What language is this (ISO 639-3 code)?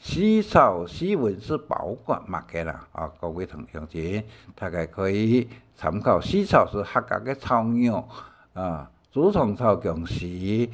hak